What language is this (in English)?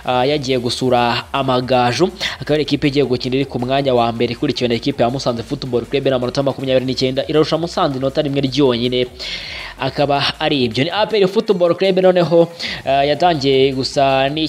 Kinyarwanda